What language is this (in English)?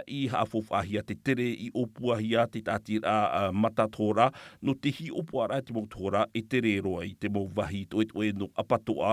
Tahitian